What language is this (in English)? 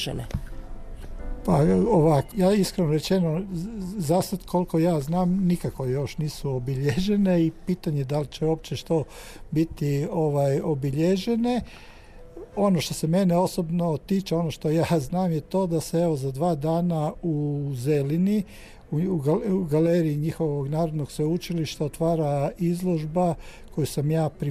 Croatian